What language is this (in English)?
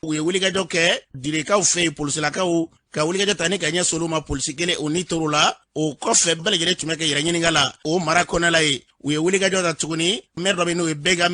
Bambara